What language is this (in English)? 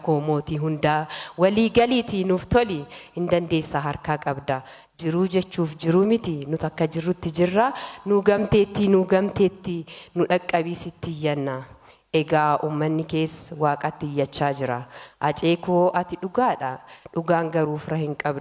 Oromo